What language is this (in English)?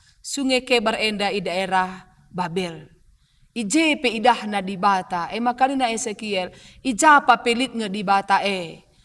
Batak Karo